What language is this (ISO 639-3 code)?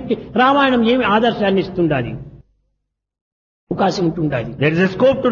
tel